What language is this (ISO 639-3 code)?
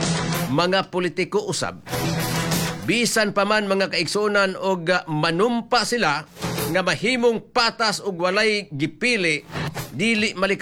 ceb